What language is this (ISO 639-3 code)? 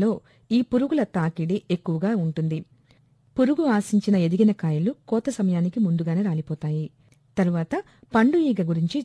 tel